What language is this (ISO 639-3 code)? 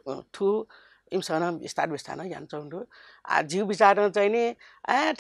new